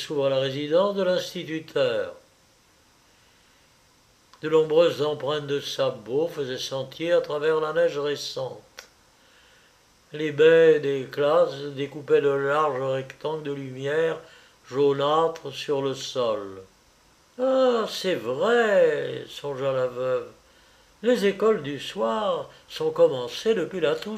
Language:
French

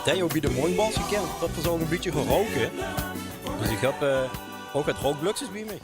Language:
Limburgish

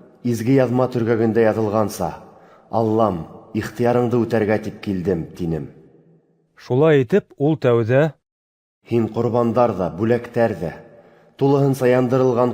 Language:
Bashkir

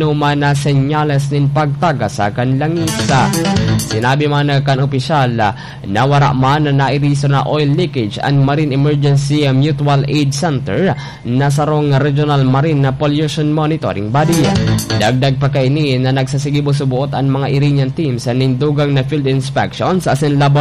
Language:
Bikol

